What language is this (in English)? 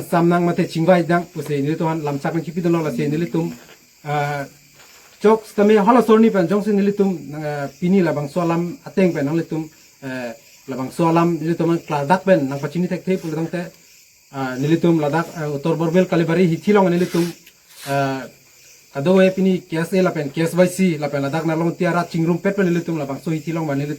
Karbi